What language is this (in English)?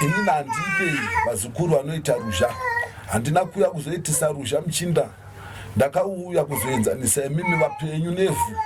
Shona